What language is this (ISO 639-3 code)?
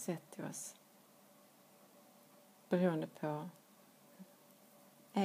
swe